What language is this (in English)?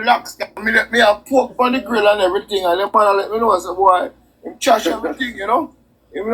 Jamaican Creole English